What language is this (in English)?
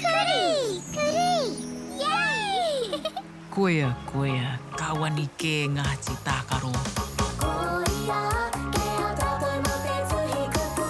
Māori